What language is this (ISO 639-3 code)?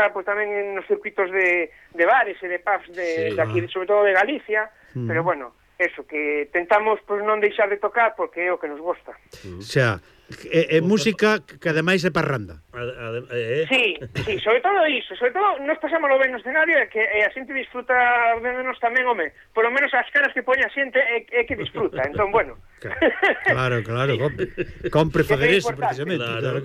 glg